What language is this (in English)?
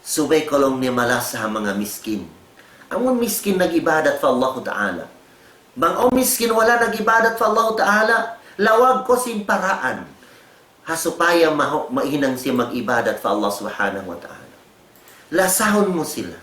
Tausug